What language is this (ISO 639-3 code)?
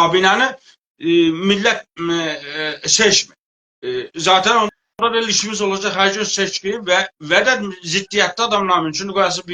azb